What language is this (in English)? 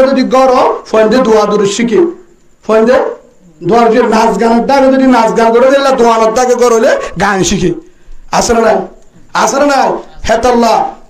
Rohingya